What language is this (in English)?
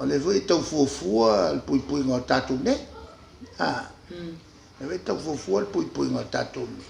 Samoan